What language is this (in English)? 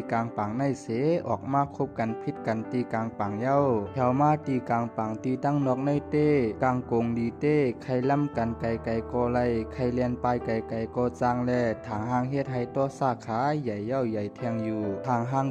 Shan